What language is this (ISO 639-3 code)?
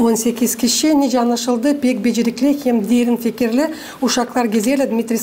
gag